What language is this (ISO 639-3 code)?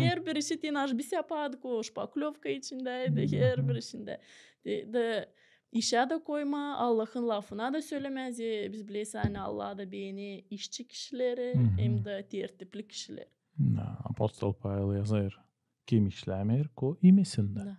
gag